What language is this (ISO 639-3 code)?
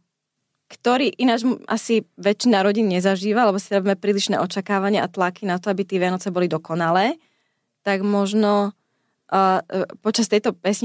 slk